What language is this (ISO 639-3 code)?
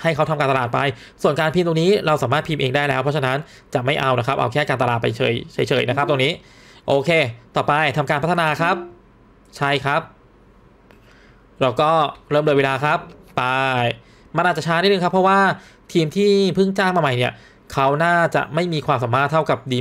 tha